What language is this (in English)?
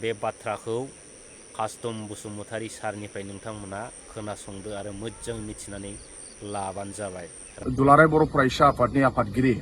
Bodo